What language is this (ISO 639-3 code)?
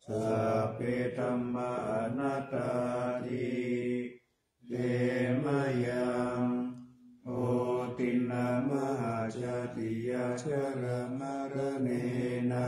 pli